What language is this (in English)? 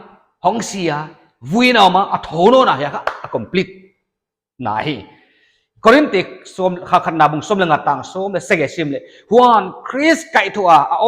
Paite Chin